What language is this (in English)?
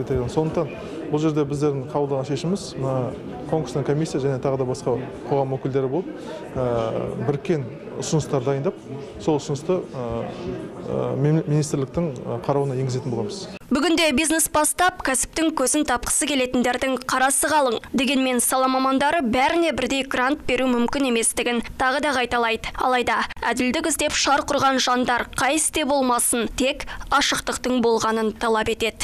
Kazakh